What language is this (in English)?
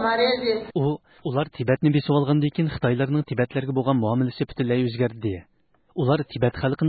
Uyghur